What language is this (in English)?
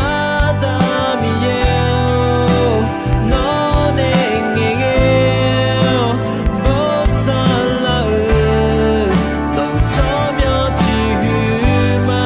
Akha